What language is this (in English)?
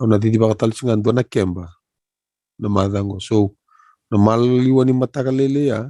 Fijian